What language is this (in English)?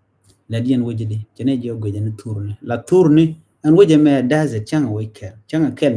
Nuer